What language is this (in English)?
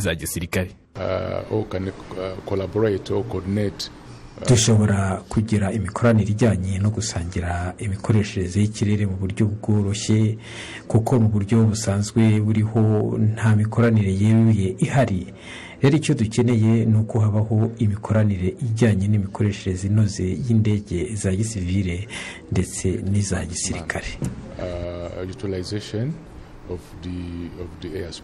Kinyarwanda